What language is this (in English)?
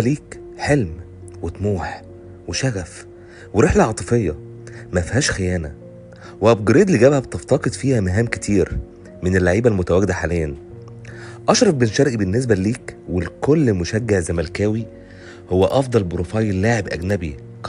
Egyptian Arabic